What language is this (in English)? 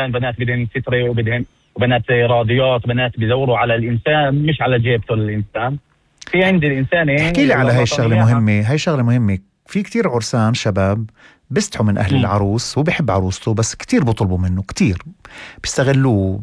North Levantine Arabic